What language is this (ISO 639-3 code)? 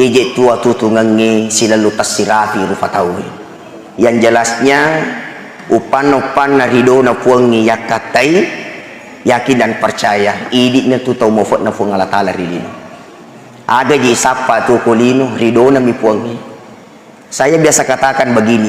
bug